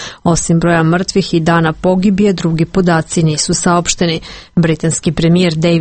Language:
Serbian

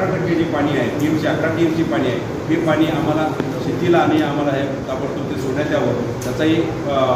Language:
Marathi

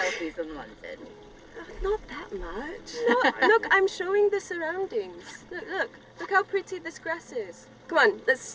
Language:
Welsh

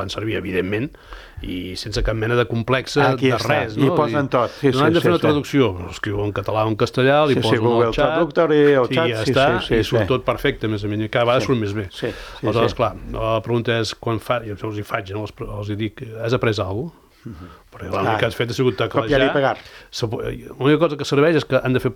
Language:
Catalan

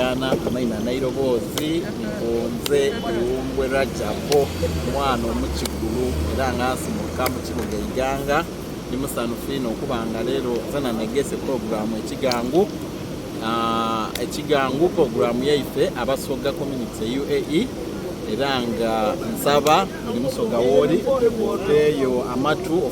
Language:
Soga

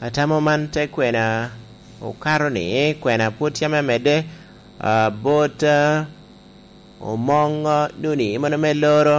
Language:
Lango (Uganda)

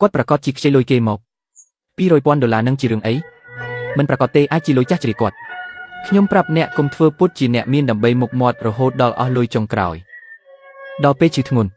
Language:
Khmer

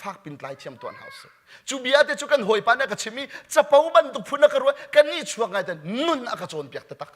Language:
Hakha Chin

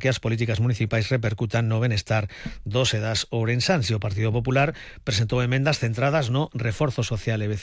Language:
Galician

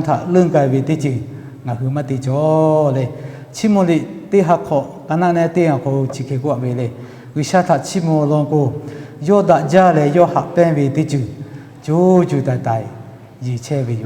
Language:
Lahu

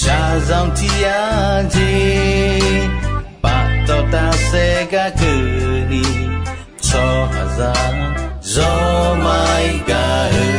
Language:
Akha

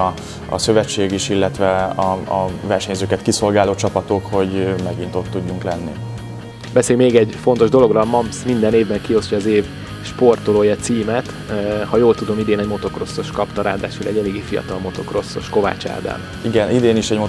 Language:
Hungarian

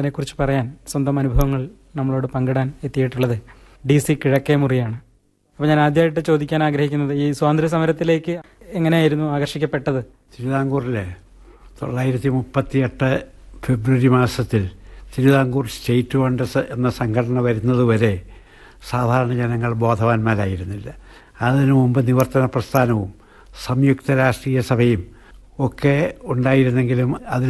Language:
Malayalam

